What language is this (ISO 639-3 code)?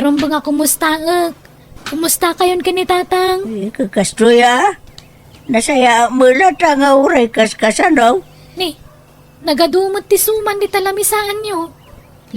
ilo